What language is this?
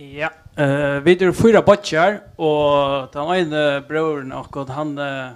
Faroese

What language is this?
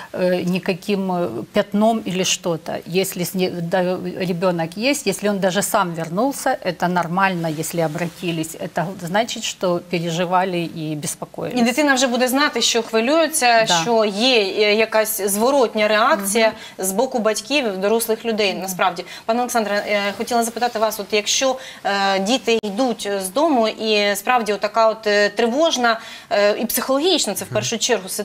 Ukrainian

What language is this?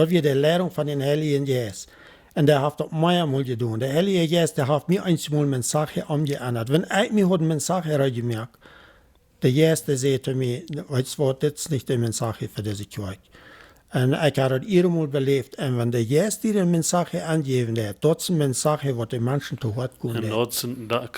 Plautdietsch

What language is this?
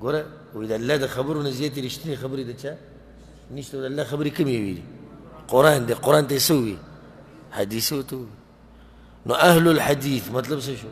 Pashto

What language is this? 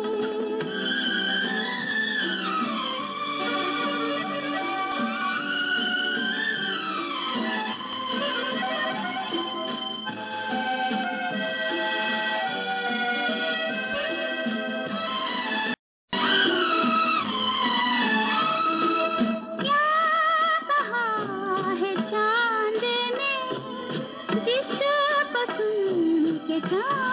Hindi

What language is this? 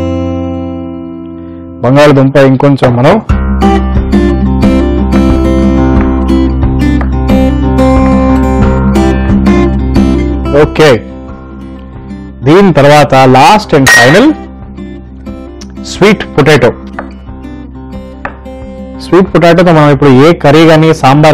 Telugu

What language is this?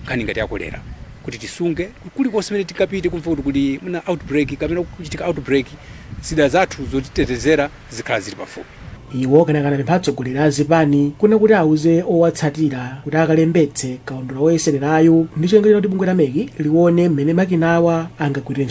Nyanja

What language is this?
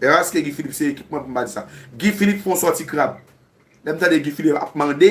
Haitian Creole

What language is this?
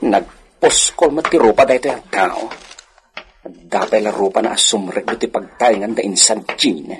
Iloko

